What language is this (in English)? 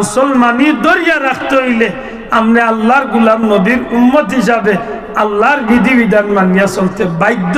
Sylheti